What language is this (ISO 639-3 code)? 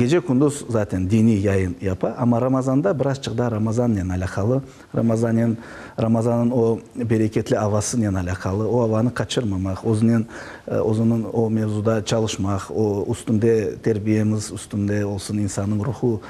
crh